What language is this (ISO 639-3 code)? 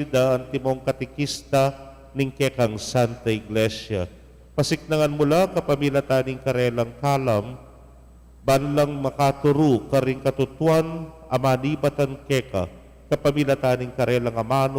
pam